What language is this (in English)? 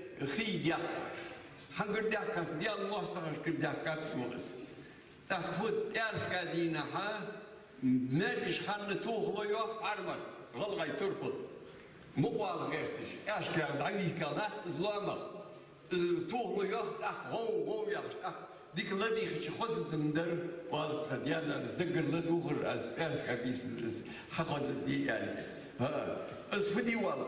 Ingush